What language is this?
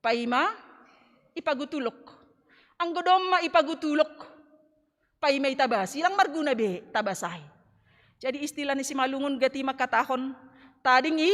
Batak Simalungun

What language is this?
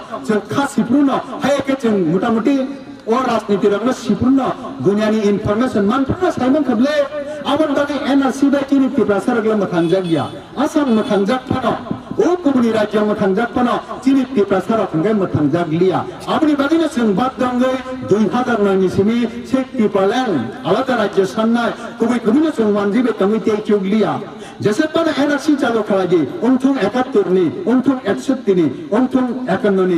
Kok Borok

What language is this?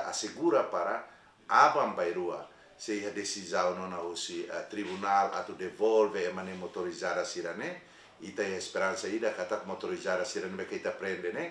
Tetum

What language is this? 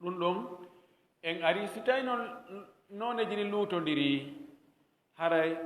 Fula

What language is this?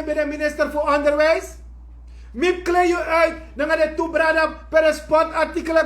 Sranan Tongo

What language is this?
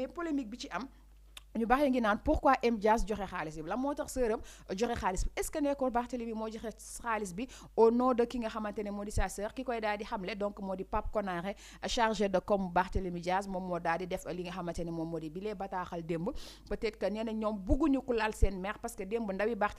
Wolof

